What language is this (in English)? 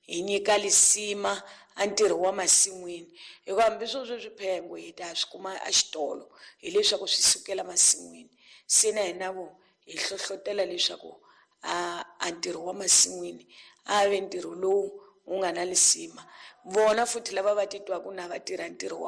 Tsonga